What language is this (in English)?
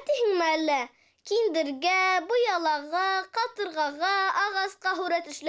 Bashkir